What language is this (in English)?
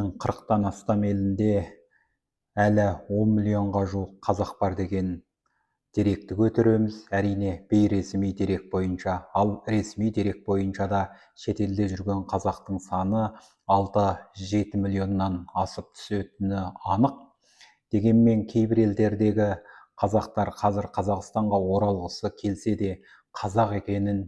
Kazakh